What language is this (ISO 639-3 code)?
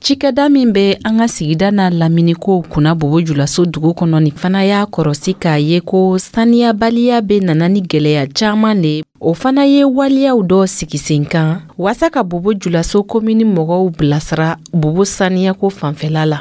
dyu